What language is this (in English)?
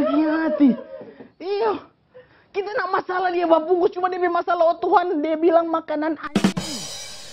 Manado Malay